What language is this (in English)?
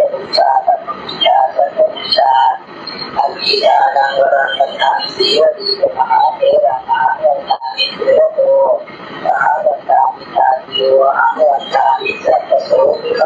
Pali